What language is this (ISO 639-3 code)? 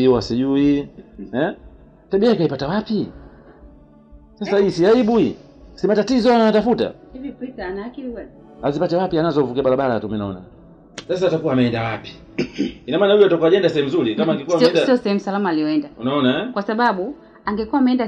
swa